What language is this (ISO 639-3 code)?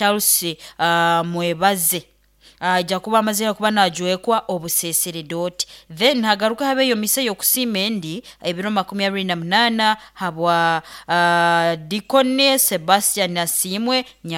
nyo